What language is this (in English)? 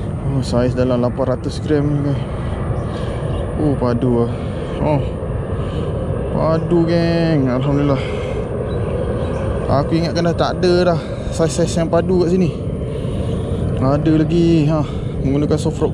Malay